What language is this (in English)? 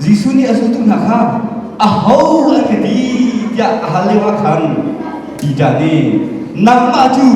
Hakha Chin